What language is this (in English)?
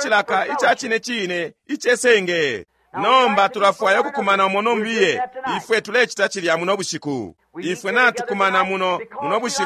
Bemba